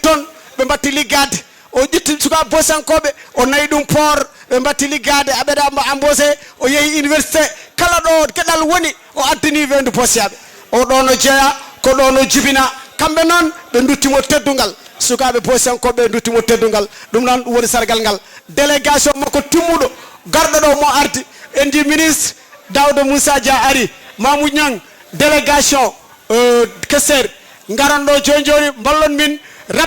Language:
Fula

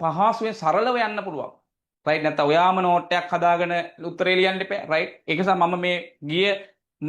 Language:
Sinhala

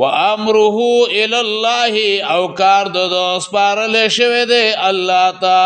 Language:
Pashto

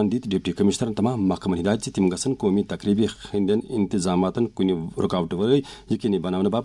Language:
Kashmiri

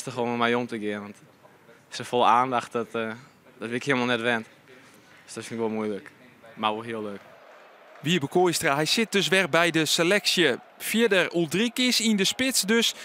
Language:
Western Frisian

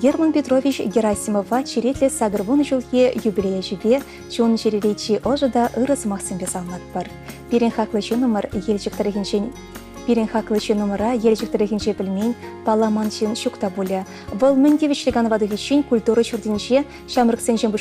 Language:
Chuvash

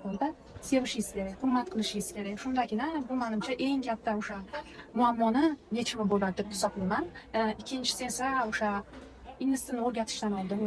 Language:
Uzbek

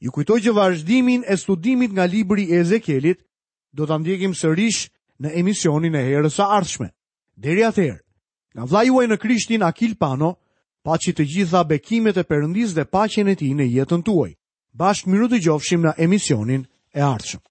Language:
Albanian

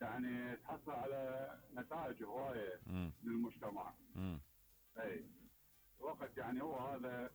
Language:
Mesopotamian Arabic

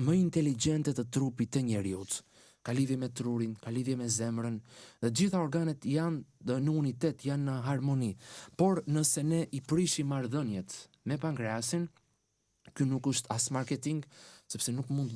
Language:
Albanian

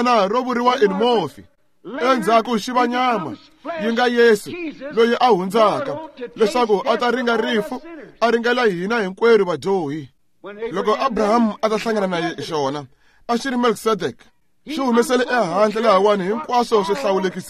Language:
Tsonga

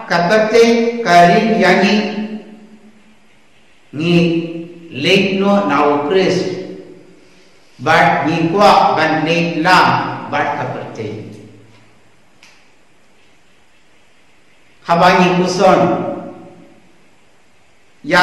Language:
Khasi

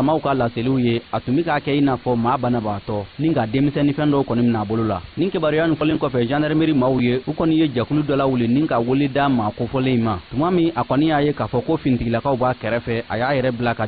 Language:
Bambara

